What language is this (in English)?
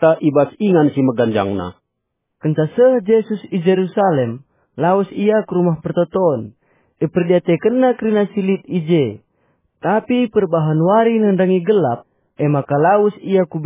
Batak Karo